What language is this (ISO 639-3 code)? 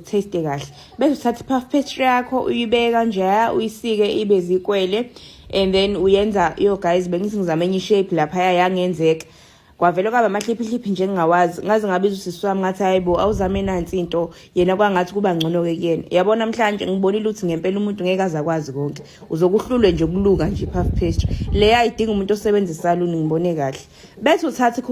zul